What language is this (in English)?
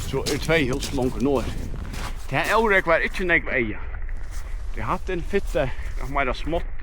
Faroese